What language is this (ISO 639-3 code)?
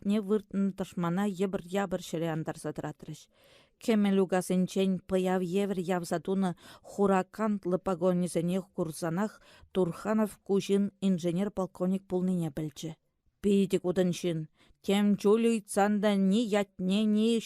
chv